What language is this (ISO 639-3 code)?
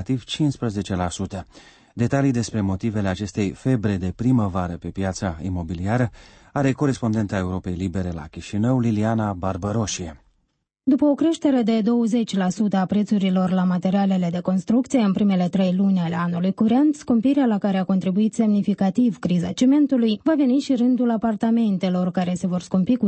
ron